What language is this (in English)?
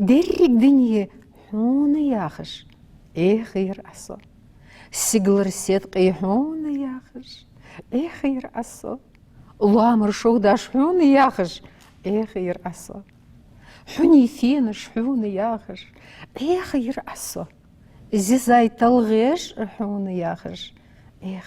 Ingush